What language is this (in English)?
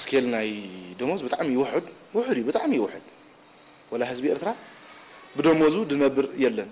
Tigrinya